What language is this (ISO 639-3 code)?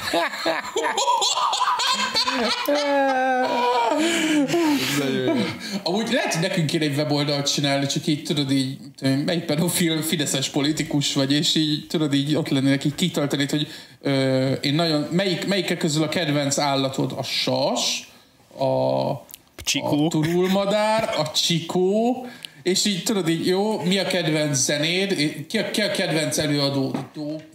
hun